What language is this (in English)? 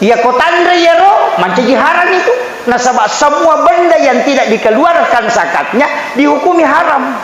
Buginese